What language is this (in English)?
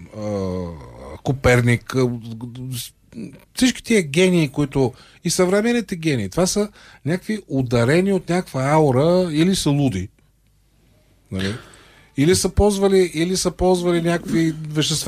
Bulgarian